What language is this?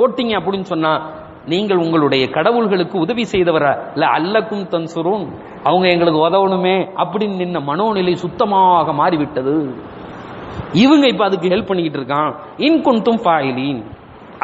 Tamil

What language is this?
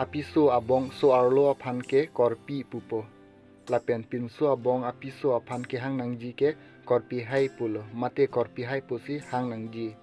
Karbi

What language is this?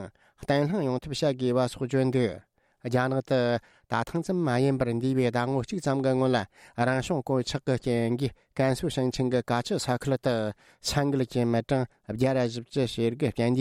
Tibetan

